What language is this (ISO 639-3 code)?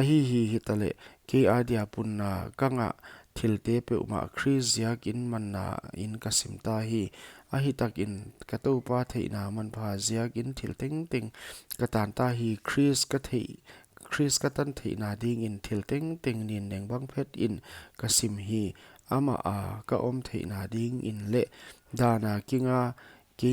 pck